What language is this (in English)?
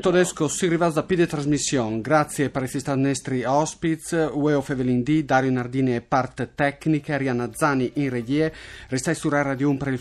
Friulian